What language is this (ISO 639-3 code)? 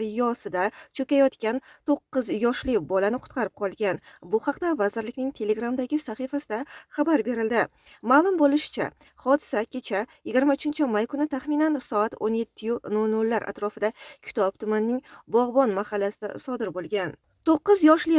uzb